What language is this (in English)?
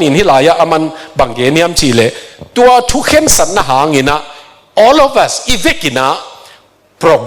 Tedim Chin